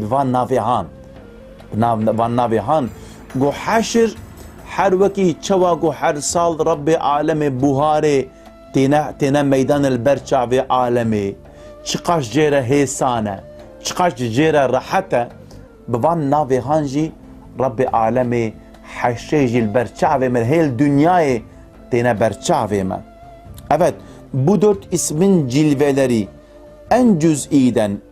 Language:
Kurdish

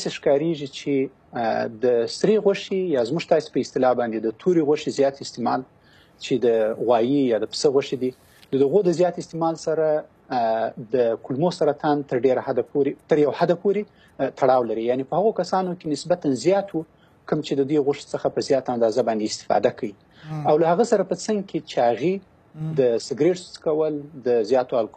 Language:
Pashto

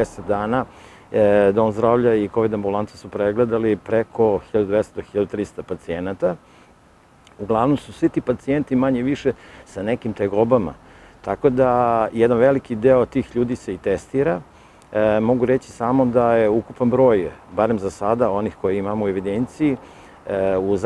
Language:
Serbian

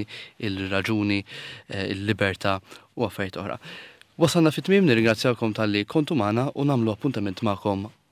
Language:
Maltese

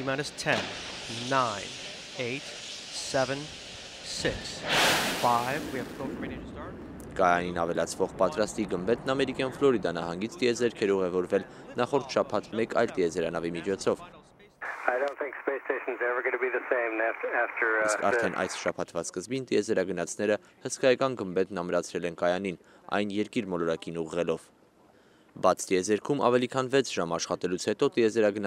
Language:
Armenian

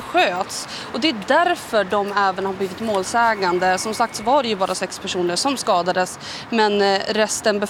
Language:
Swedish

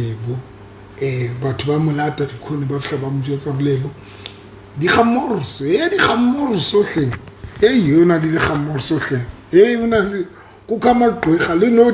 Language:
Southern Sotho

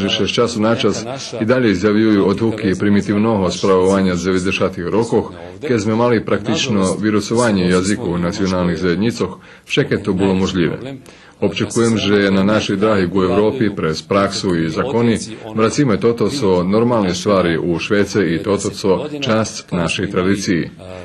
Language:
Rusyn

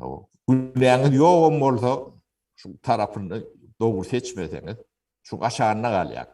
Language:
Turkmen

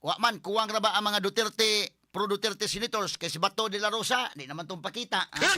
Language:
Cebuano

